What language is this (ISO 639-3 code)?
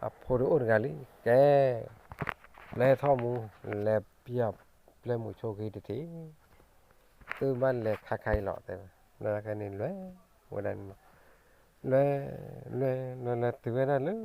ksw